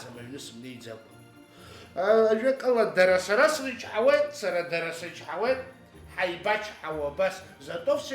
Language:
Abkhazian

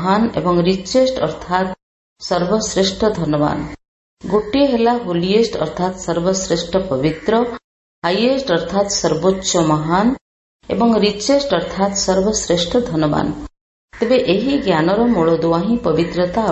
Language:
Odia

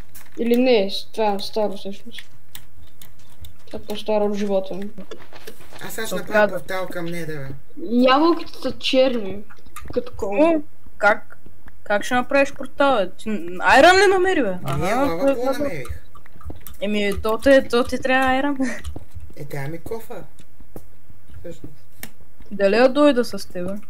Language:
Bulgarian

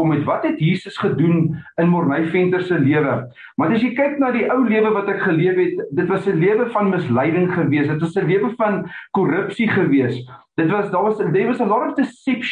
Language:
Afrikaans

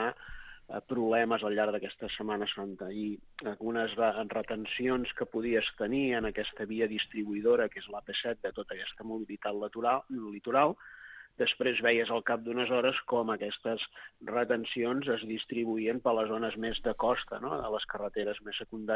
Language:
Catalan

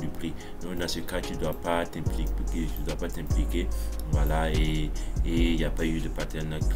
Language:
French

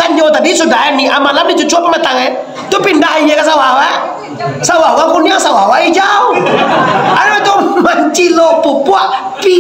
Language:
Minangkabau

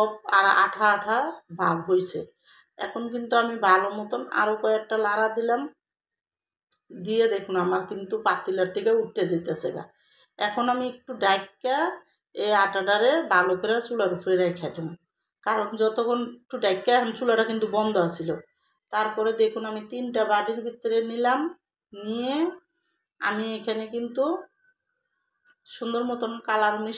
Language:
Bangla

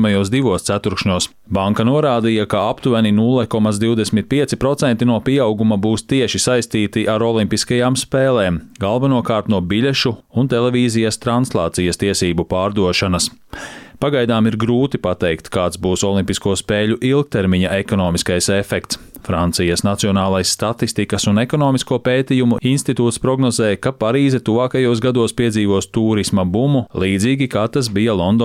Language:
Latvian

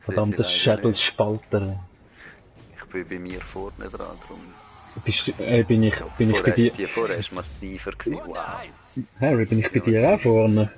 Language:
Swiss German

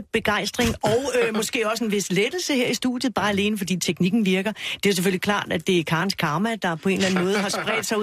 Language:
Danish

